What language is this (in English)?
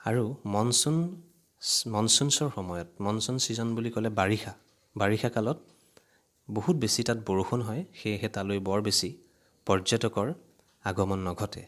Assamese